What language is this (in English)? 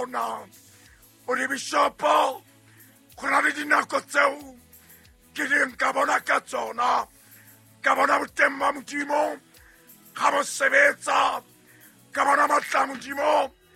Southern Sotho